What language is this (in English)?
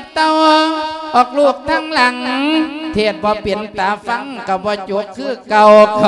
Lao